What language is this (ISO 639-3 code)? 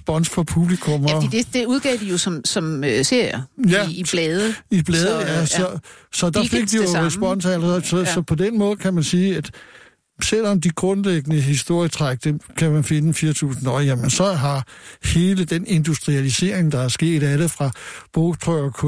dan